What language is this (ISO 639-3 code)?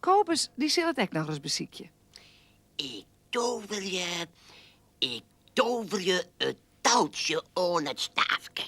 fry